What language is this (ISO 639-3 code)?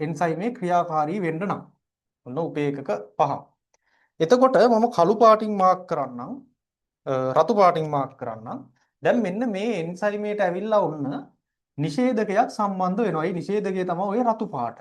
sin